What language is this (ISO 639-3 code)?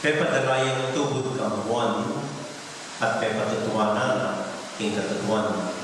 pam